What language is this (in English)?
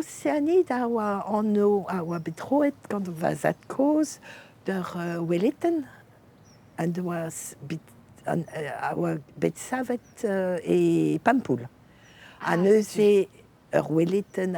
Breton